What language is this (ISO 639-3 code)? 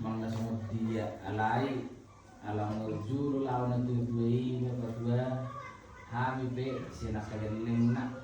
bbc